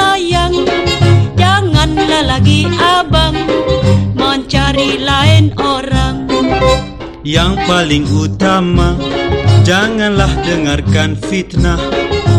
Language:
Malay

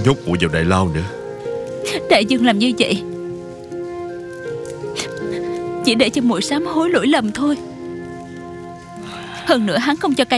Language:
Vietnamese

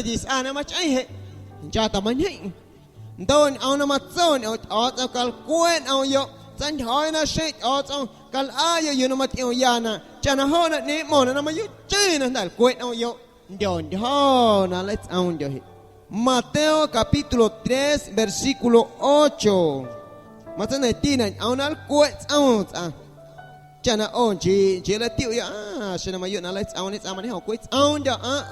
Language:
Guerrero Amuzgo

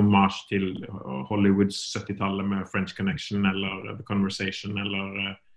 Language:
Norwegian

